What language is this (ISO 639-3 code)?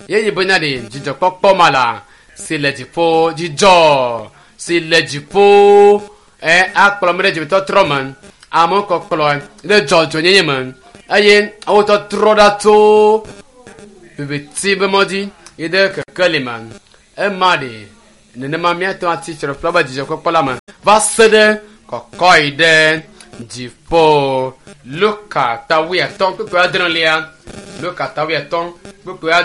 ewe